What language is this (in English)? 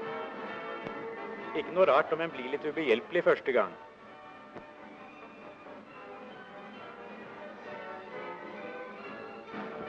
Norwegian